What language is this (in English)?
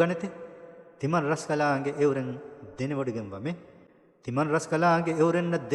Divehi